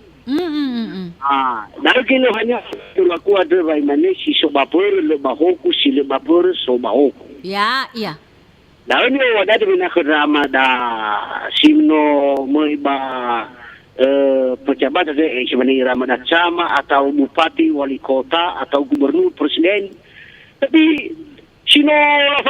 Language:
Nias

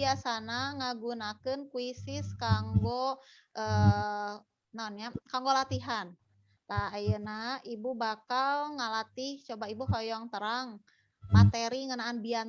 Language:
Sundanese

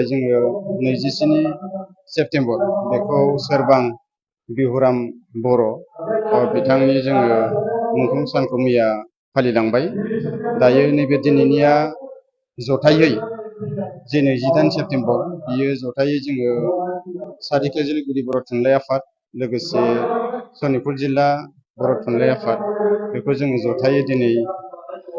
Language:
Bodo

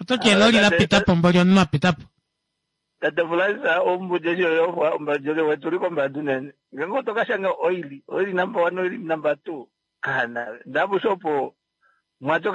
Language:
Kuanyama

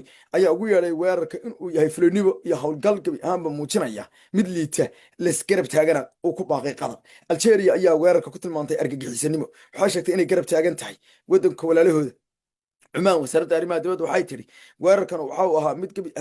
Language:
Somali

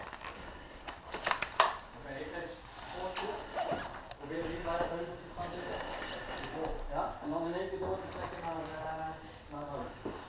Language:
Dutch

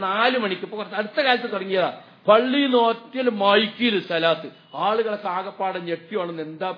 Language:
Malayalam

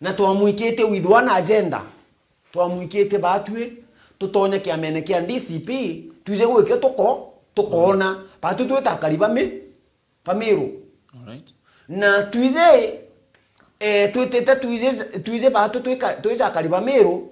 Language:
Meru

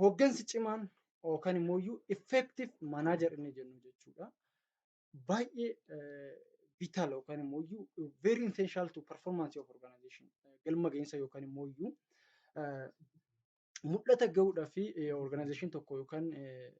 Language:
Oromo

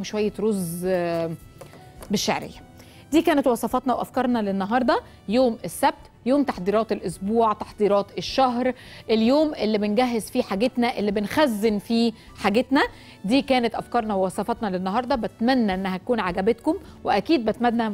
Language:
Egyptian Arabic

